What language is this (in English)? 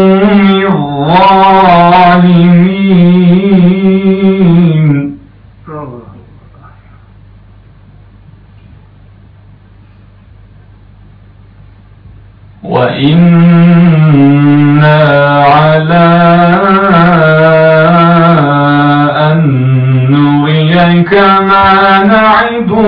Turkish